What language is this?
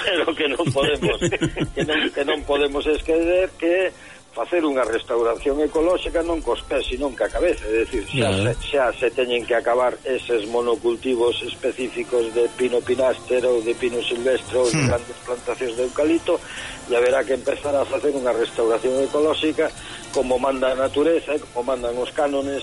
Galician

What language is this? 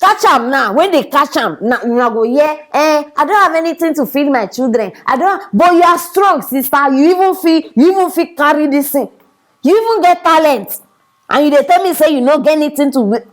Nigerian Pidgin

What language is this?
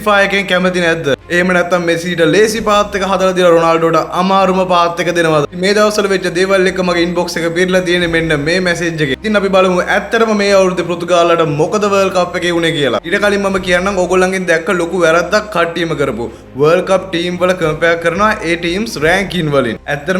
Sinhala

